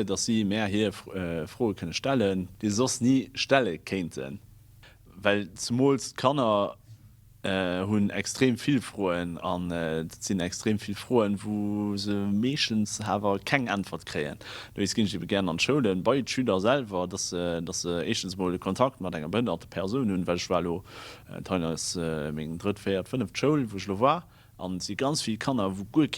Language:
Luxembourgish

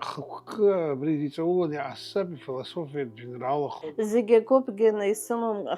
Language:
Abkhazian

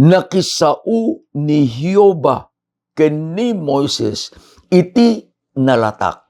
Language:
Iloko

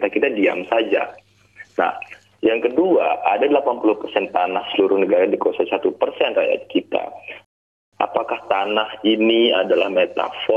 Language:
Indonesian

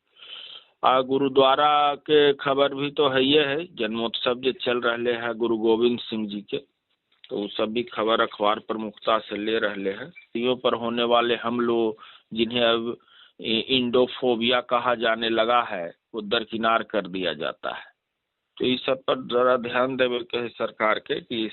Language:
Magahi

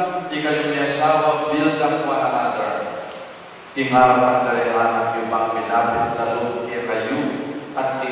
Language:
Pampanga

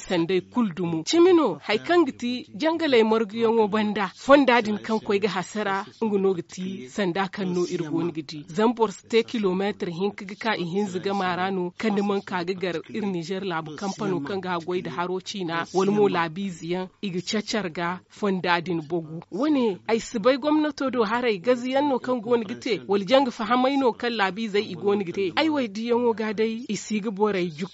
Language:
Zarma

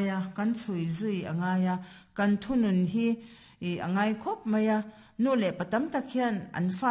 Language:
Mizo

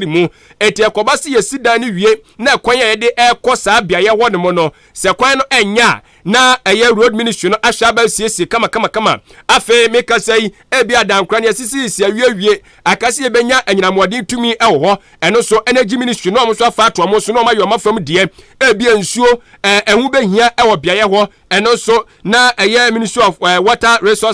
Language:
Akan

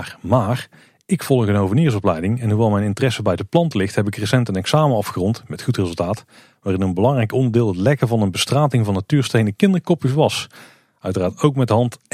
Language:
Dutch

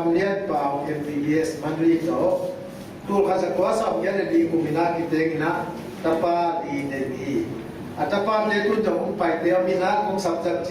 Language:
Tedim Chin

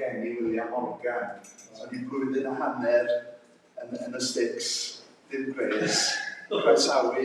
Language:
Welsh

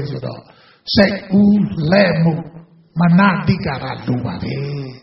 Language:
Burmese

